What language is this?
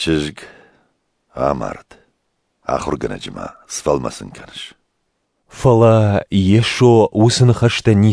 Ossetic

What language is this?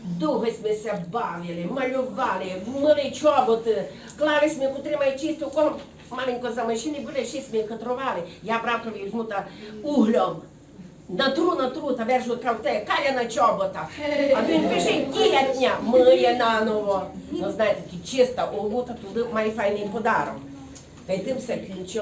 Rusyn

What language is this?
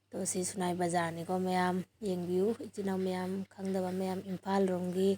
Manipuri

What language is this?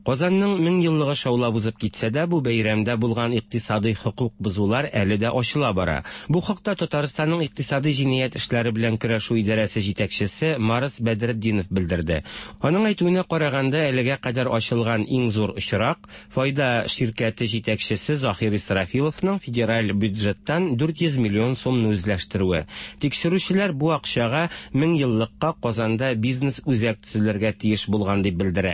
Tatar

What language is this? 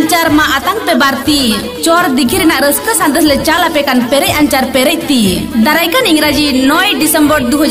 Santali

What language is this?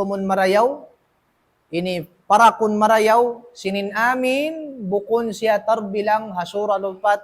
Tausug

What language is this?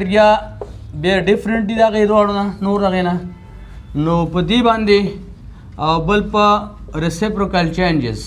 Pashto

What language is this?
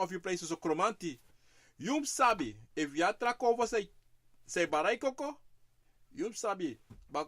Sranan Tongo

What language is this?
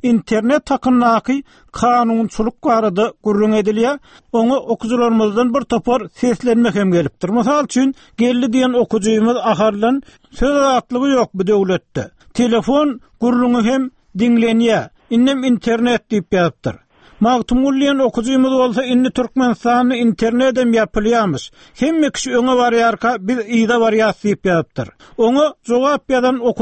Turkmen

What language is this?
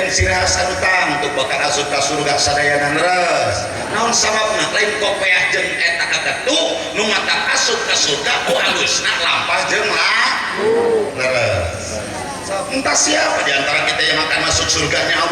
Sundanese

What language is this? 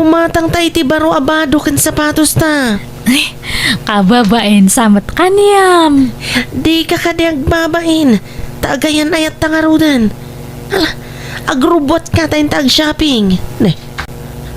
Iloko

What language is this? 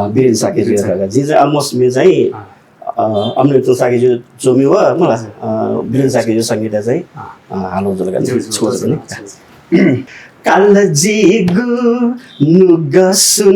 Newari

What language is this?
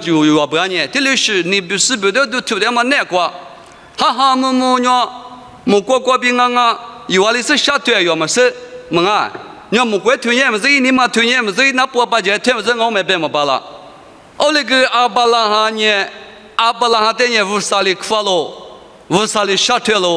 Lisu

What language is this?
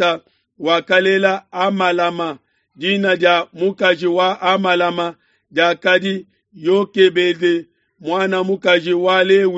Luba-Lulua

